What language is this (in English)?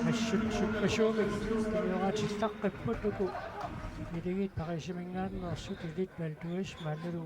Kalaallisut